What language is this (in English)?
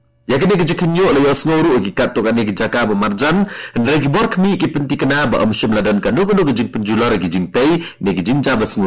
Khasi